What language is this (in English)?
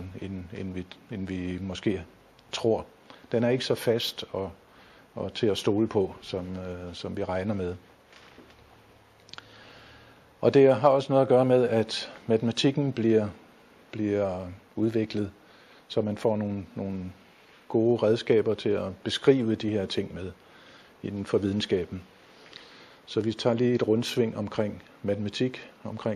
Danish